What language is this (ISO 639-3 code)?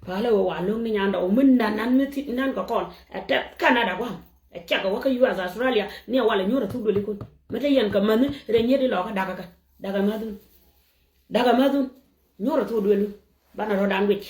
nus